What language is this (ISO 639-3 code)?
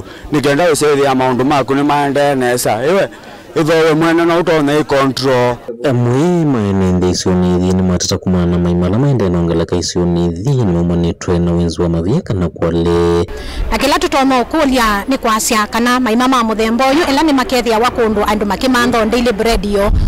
kam